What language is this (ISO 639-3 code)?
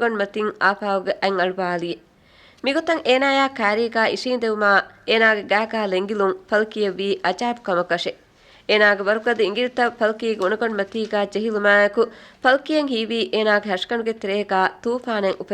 div